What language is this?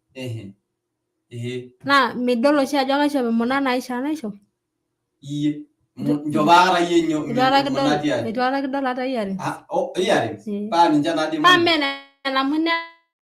Masai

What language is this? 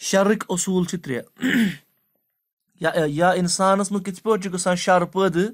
Kashmiri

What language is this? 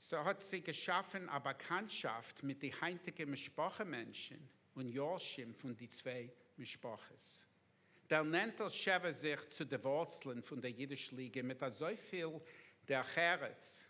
Yiddish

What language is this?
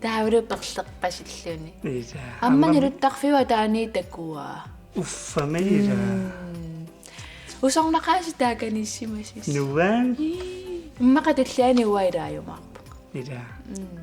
Kalaallisut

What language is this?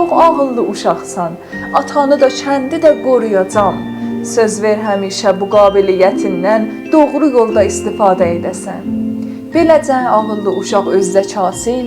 South Azerbaijani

